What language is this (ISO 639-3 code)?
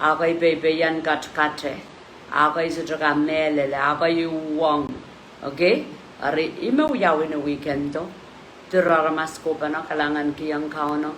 pon